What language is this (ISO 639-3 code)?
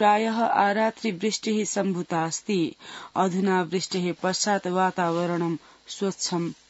san